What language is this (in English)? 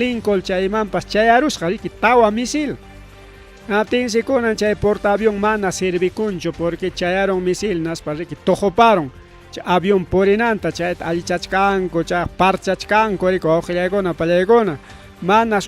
Ayacucho Quechua